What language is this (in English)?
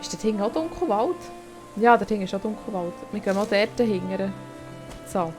Swiss German